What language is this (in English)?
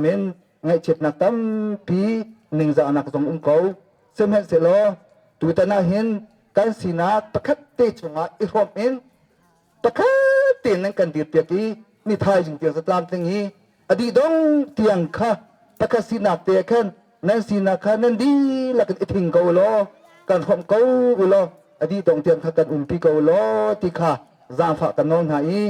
Hakha Chin